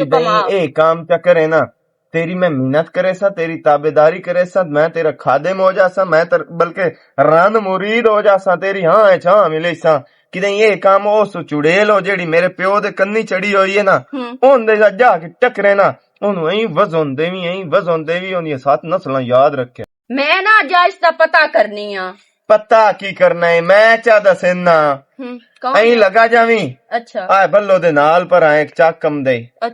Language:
Western Panjabi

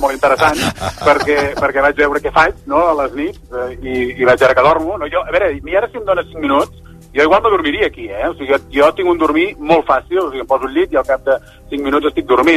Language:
Catalan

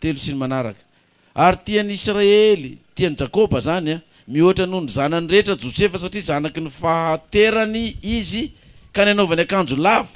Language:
Malagasy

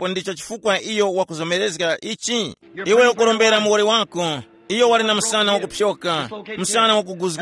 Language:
Tumbuka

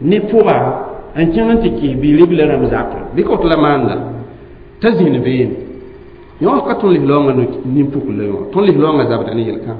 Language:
Mossi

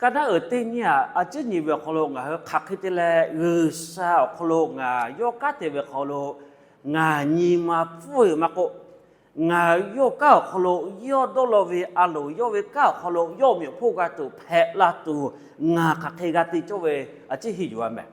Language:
Lahu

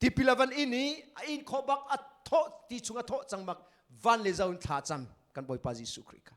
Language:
Hakha Chin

